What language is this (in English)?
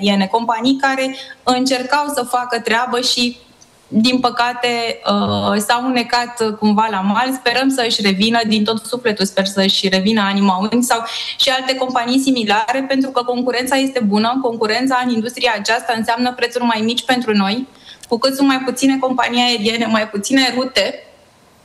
Romanian